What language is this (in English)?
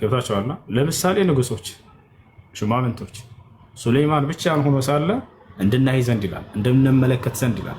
Amharic